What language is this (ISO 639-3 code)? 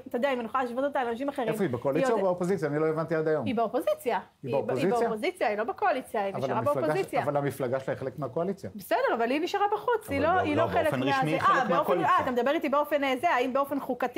heb